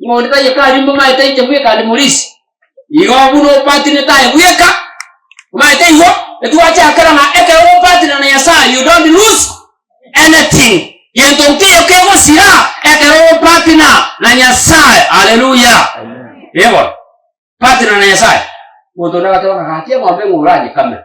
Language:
Gusii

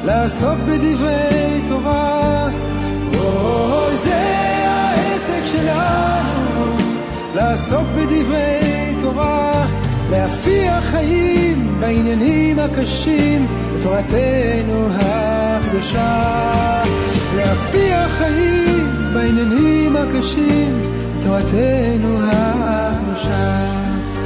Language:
Hebrew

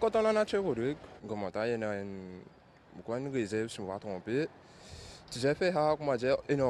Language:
Morisyen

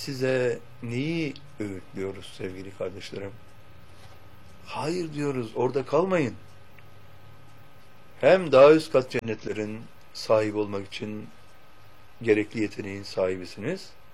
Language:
Turkish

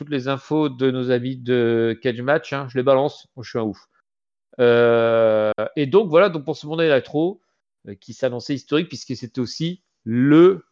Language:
French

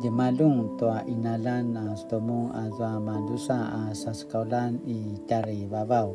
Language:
Paiwan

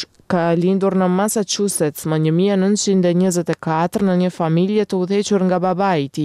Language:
Albanian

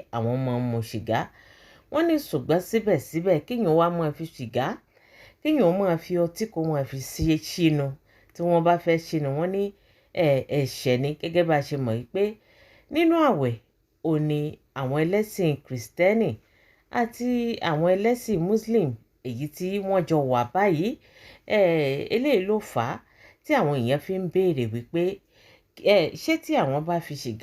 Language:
Yoruba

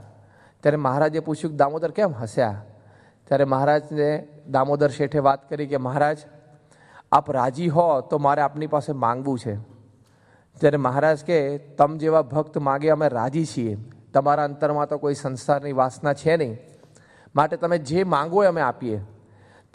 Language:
Gujarati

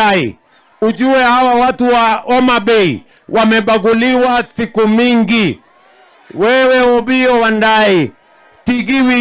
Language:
Luo (Kenya and Tanzania)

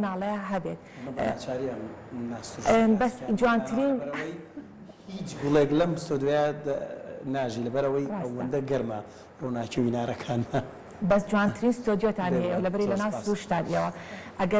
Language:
Central Kurdish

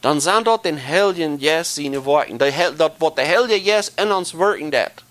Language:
Plautdietsch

